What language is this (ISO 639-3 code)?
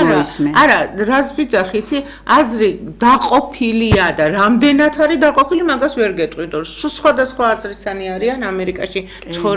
kat